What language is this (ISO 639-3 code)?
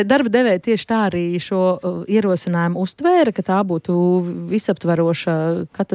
lav